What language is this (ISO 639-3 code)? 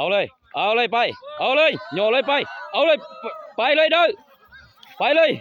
hmn